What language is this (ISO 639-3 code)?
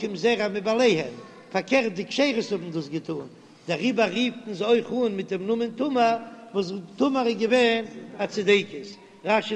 yid